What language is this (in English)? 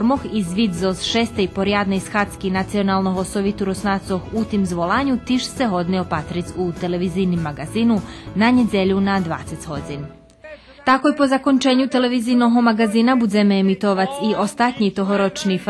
Rusyn